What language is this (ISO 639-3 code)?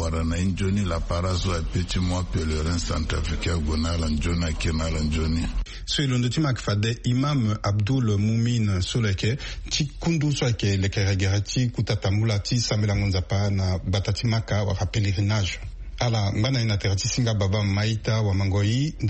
sag